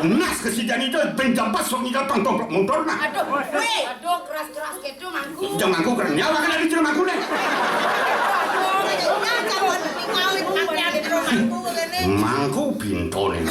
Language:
Balinese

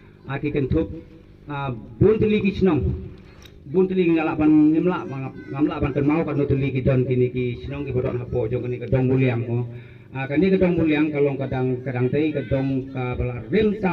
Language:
Khasi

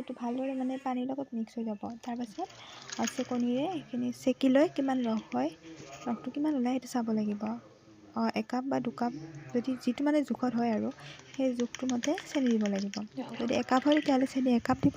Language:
Assamese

